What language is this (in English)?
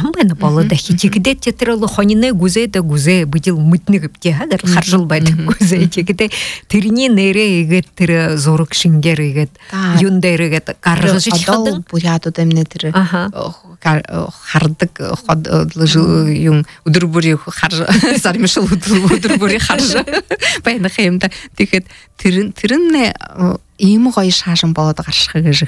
Buriat